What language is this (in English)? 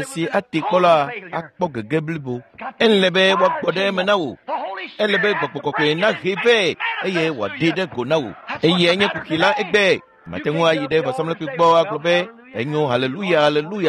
Ewe